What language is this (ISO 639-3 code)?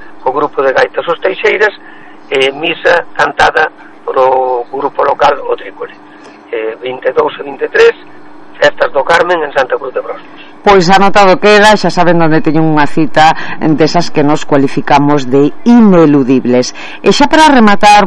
glg